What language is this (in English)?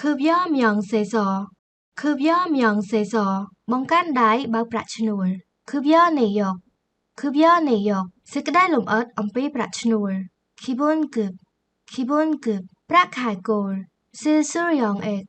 Khmer